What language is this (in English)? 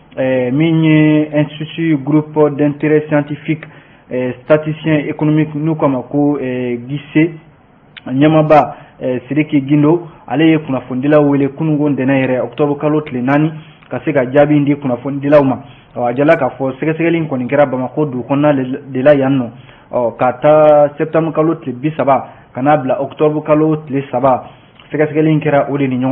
Bambara